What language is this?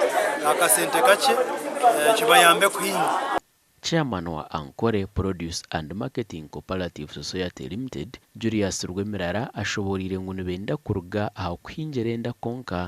Nyankole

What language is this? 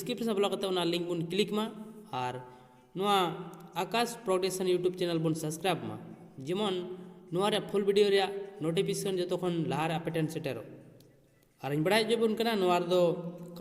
Santali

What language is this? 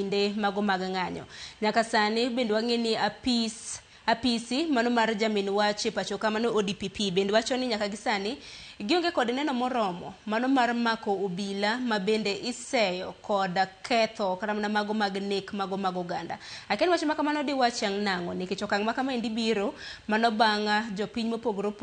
Luo (Kenya and Tanzania)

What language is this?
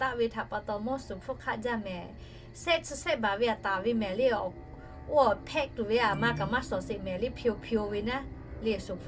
Lahu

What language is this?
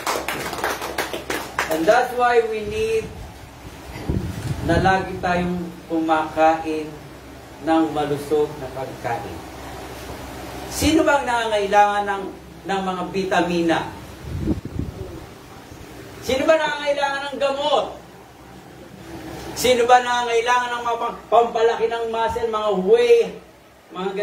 Filipino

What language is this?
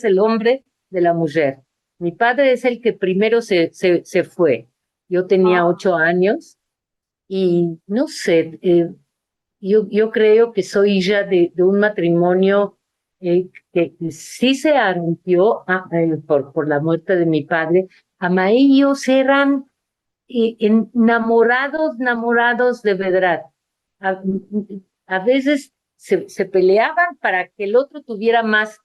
Ladino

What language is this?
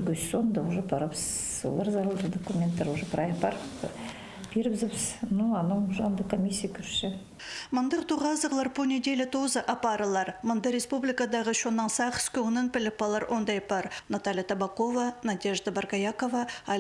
Khakas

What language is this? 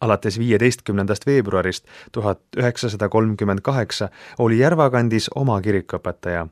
Estonian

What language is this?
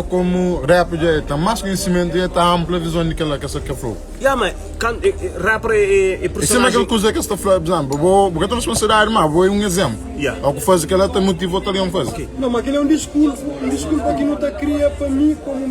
Kabuverdianu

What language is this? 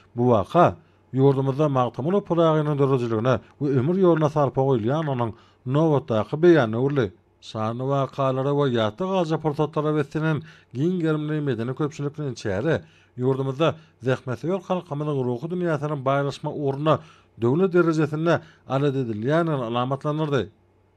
Turkmen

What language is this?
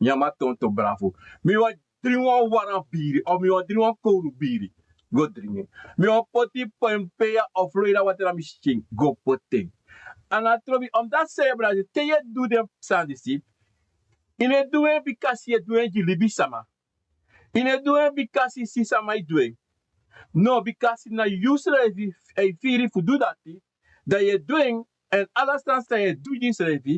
Sranan Tongo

